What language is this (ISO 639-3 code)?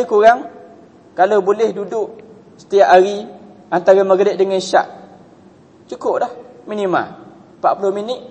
msa